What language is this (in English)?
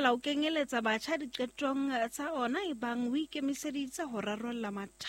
Southern Sotho